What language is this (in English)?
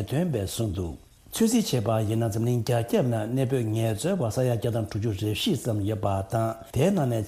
Tibetan